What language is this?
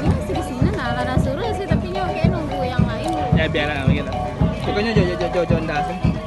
Minangkabau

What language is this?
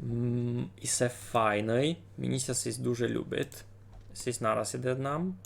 Rusyn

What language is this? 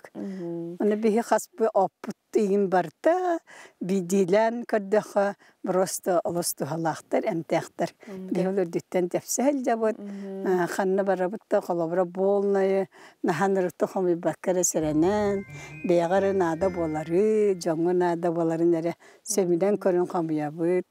Yakut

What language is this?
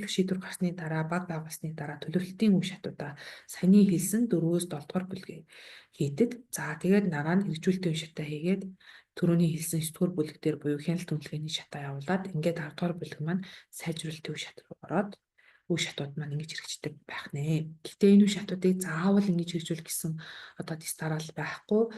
Mongolian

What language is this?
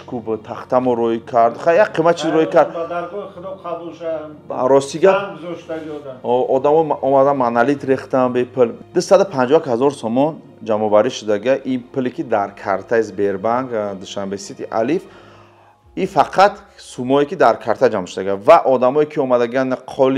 Tajik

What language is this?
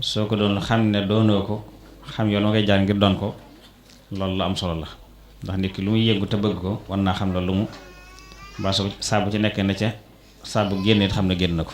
Wolof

